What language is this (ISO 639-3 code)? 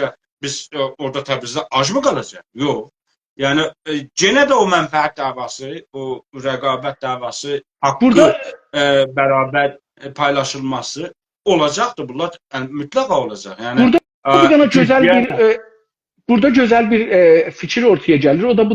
azb